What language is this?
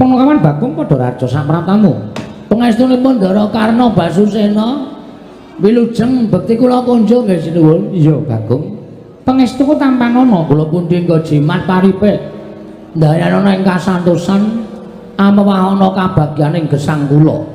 Javanese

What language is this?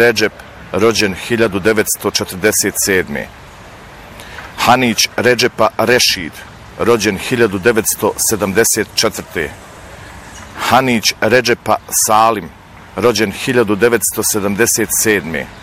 Bosnian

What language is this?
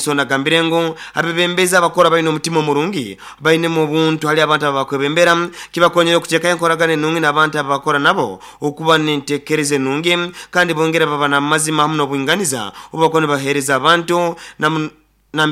Nyoro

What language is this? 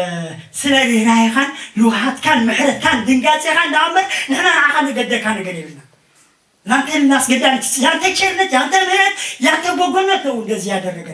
Tigrinya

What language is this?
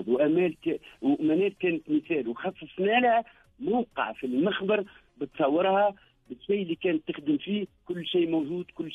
Tunisian Arabic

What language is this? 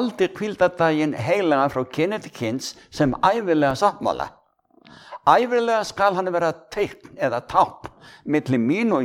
Icelandic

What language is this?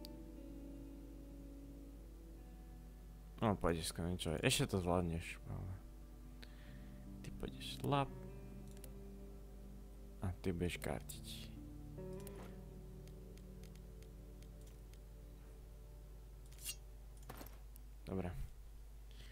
Slovak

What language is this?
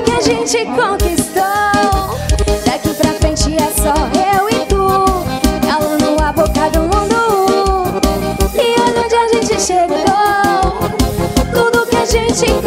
Portuguese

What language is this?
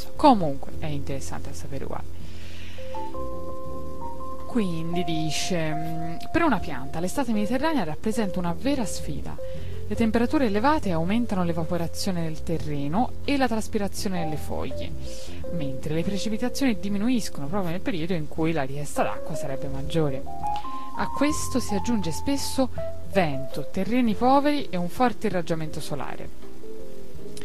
Italian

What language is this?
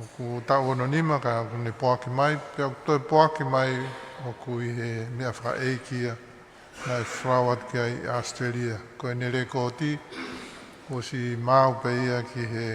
Tongan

